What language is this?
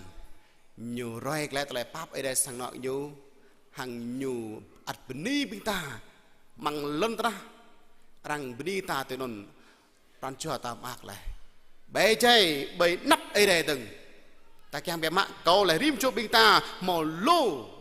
Jarai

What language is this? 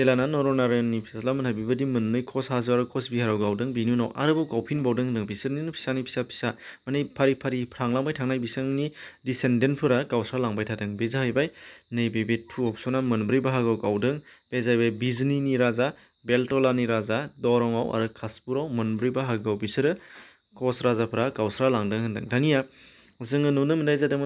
Bodo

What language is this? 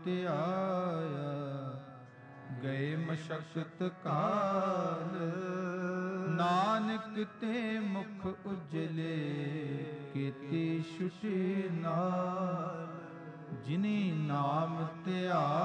Punjabi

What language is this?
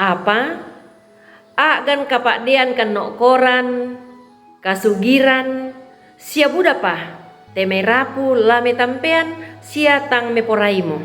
Toraja-Sa'dan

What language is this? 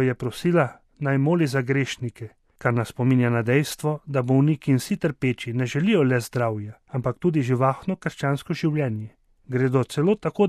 Slovenian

